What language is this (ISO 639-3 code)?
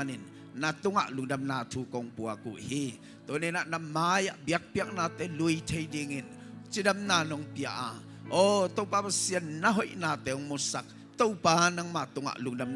ctd